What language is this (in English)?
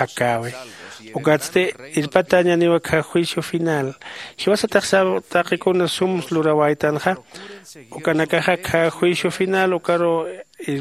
Aymara